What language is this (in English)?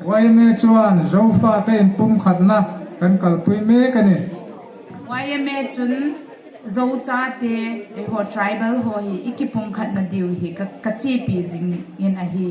Hmar